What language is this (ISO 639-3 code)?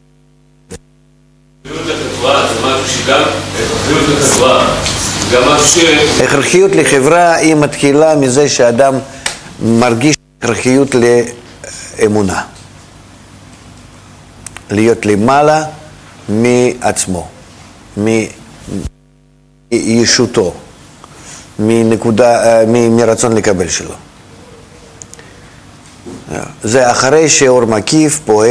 heb